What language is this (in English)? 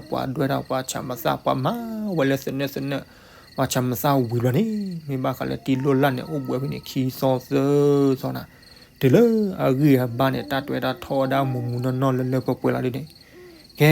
S'gaw Karen